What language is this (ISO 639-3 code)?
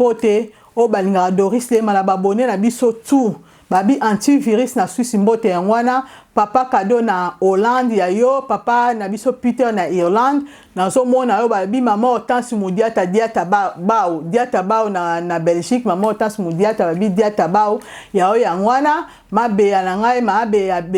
lin